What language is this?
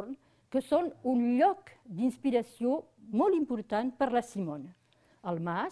Catalan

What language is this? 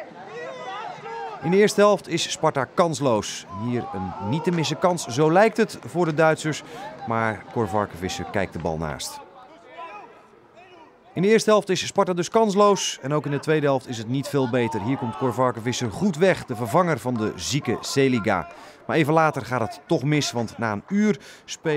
Dutch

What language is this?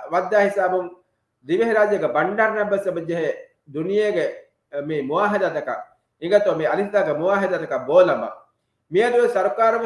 Divehi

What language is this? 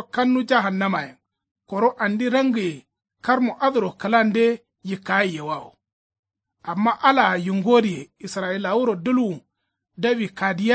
Kanuri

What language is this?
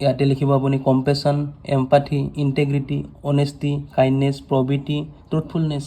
Assamese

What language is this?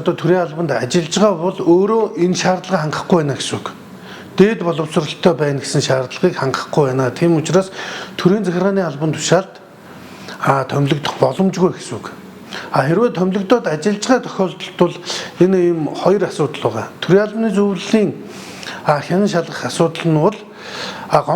Mongolian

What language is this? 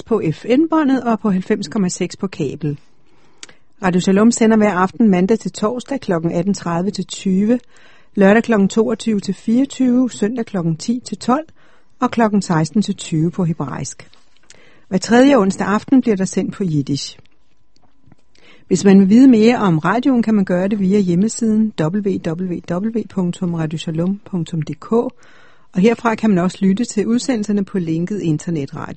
Danish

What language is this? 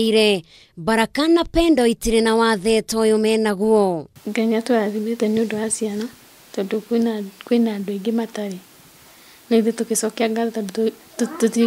Kikuyu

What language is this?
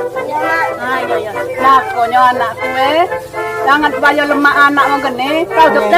Musi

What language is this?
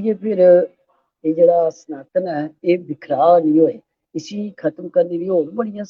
Dogri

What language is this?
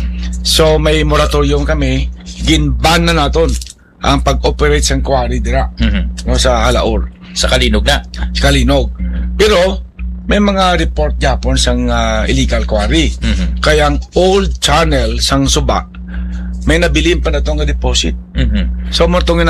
Hiligaynon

